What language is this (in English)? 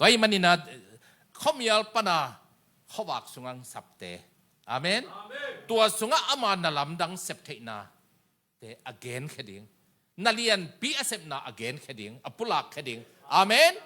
Tedim Chin